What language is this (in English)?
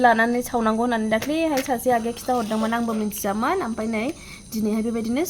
Bodo